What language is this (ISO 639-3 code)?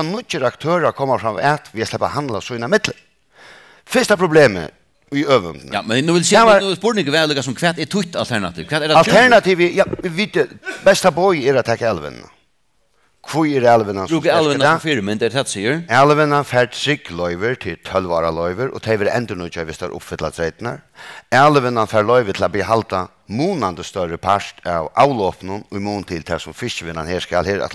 fao